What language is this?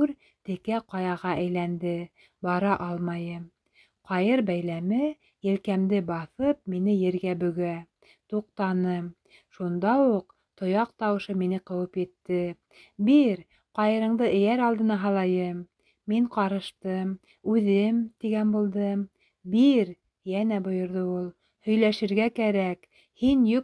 Bashkir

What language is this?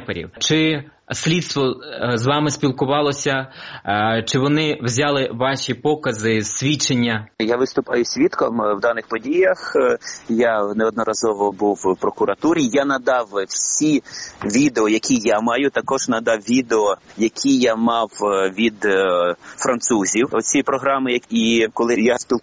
Ukrainian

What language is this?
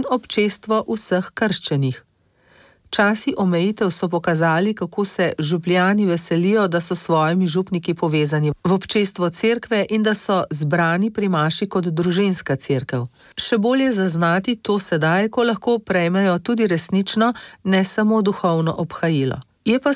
Slovenian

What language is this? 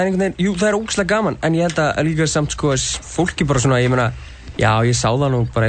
Icelandic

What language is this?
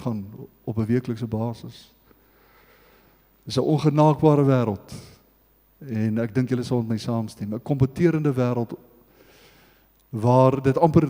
Afrikaans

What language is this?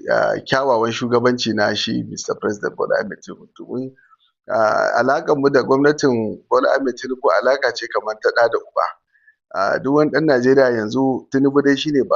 Hausa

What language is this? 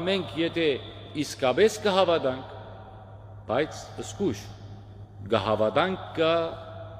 Western Armenian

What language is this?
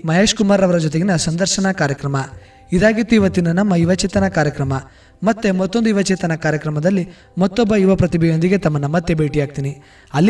Kannada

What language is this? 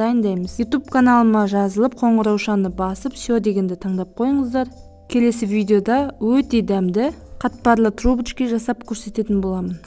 Kazakh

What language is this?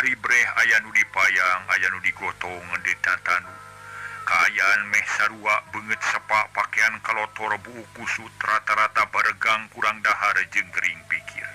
Sundanese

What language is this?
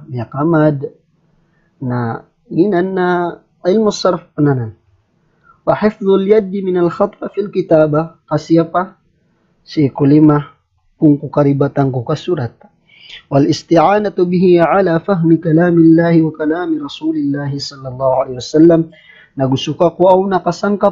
Maranao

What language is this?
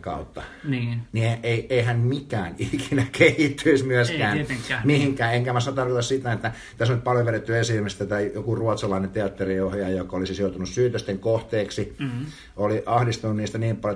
Finnish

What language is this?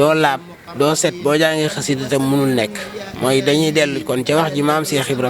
Wolof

